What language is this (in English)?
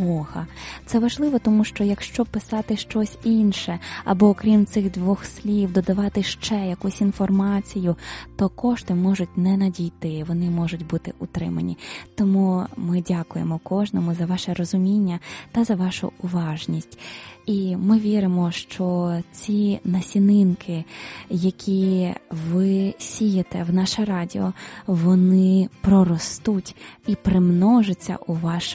Ukrainian